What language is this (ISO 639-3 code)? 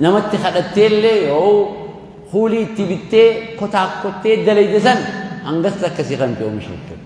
orm